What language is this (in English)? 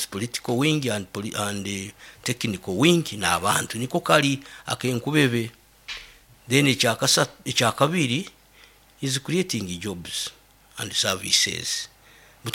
Nyoro